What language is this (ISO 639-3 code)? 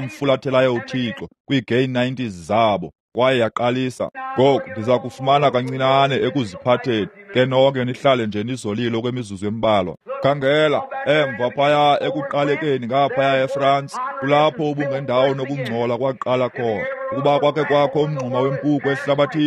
xho